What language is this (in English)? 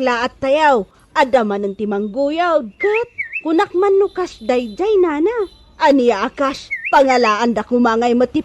Iloko